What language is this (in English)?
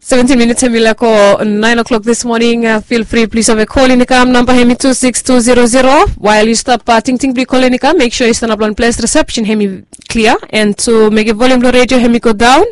Bislama